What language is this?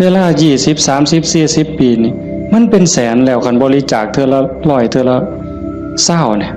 Northeastern Thai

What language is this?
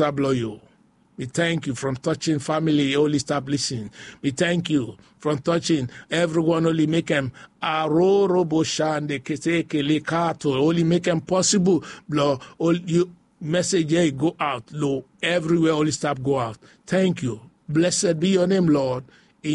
Bislama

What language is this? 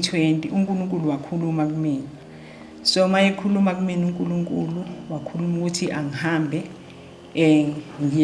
Zulu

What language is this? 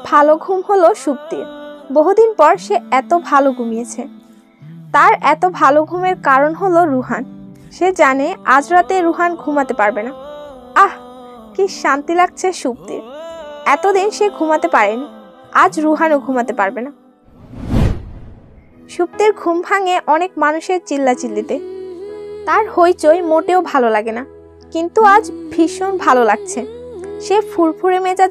Bangla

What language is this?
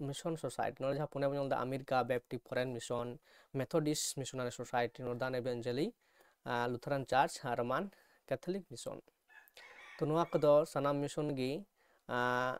Santali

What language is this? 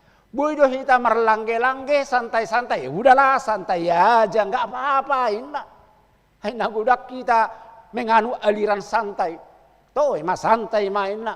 Batak Toba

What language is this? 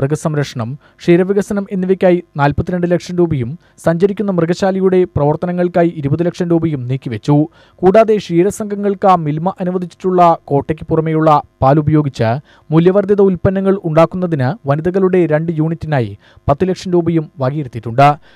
Malayalam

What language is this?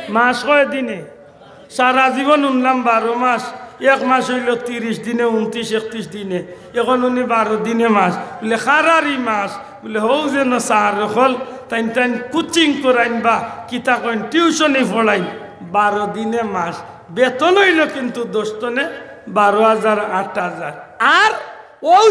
Sylheti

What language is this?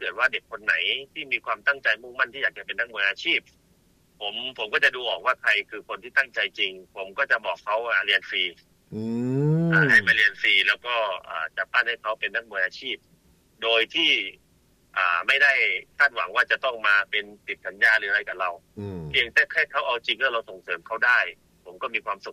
Thai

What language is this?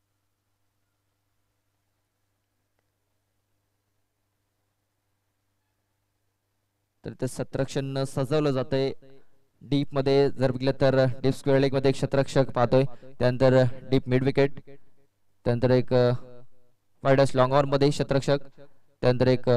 Marathi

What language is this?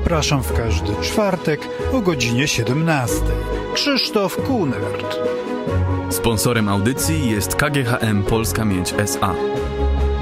Polish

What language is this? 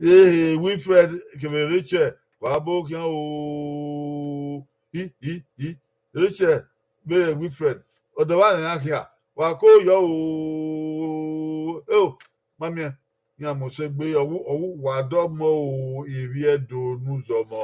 Bini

